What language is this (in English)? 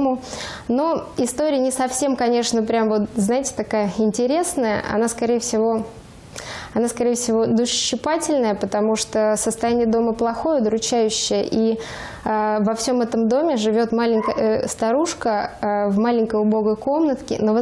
Russian